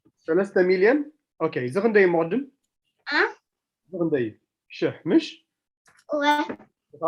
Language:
Tigrinya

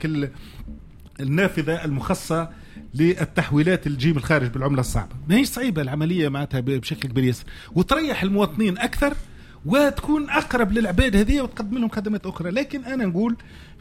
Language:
Tunisian Arabic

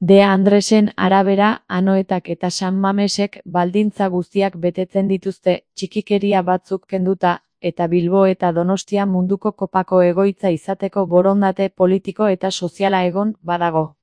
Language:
Basque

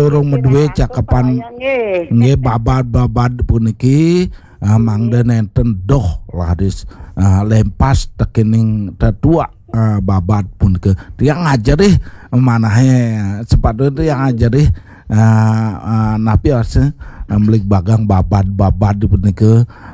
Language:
Balinese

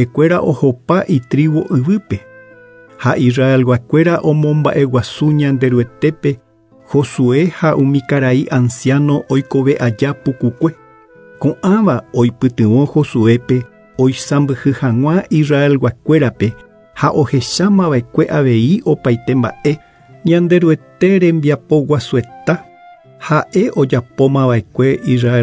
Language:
Guarani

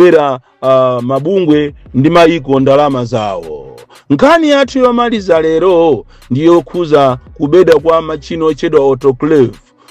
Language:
Nyanja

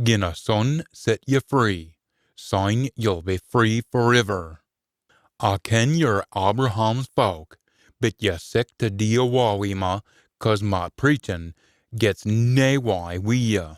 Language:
Scots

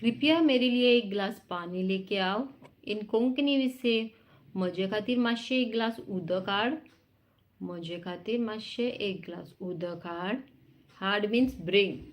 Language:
Konkani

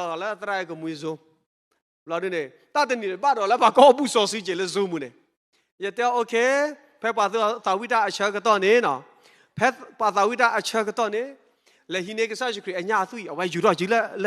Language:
S'gaw Karen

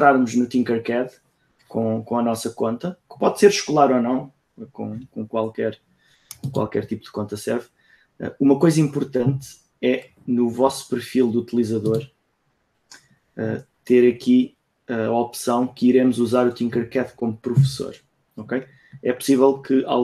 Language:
Portuguese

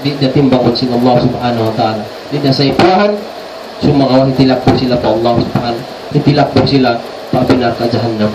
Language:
Tausug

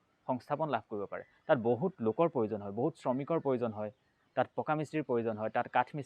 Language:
Assamese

